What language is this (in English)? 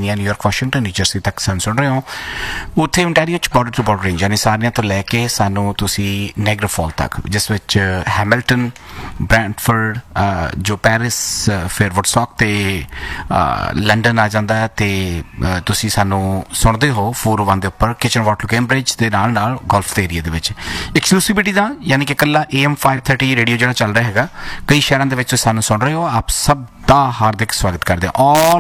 Punjabi